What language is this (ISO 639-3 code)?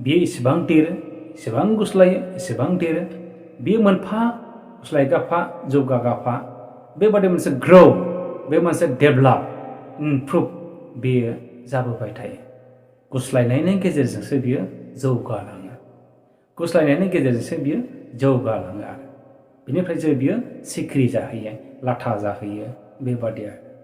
brx